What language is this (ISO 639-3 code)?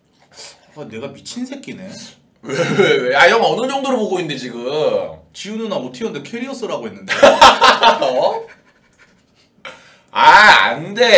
kor